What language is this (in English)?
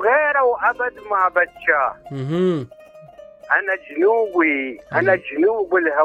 Mesopotamian Arabic